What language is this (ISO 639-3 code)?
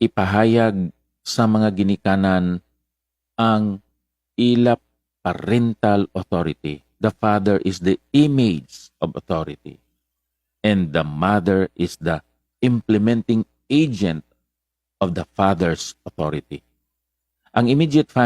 hil